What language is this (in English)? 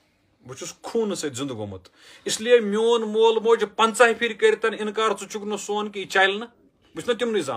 Kashmiri